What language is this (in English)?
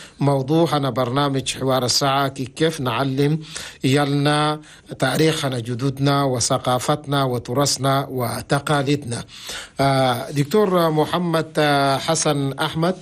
Chadian Arabic